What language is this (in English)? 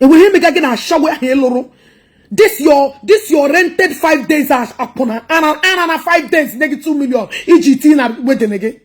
Igbo